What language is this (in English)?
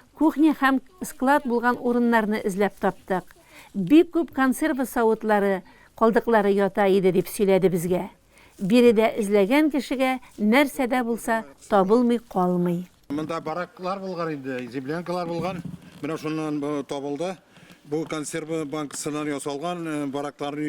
Tatar